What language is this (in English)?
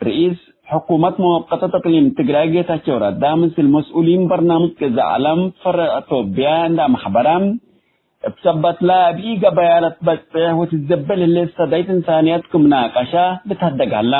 Tigre